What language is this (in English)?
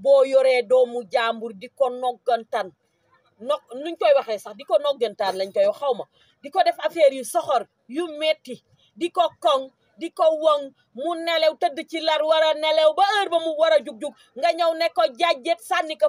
Wolof